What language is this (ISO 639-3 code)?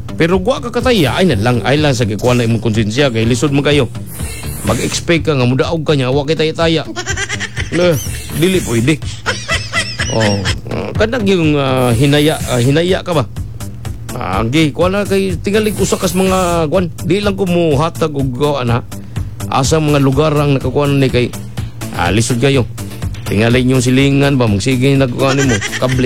ceb